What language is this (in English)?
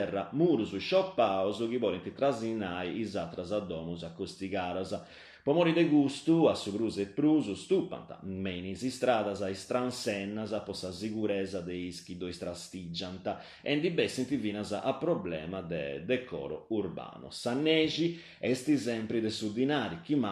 Sardinian